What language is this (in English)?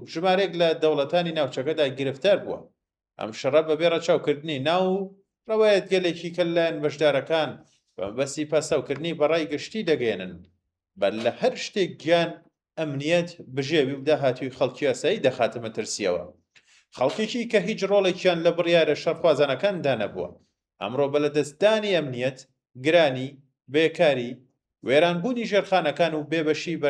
Central Kurdish